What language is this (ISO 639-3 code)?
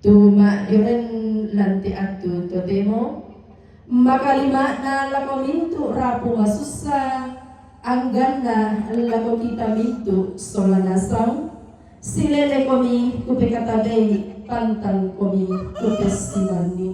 sda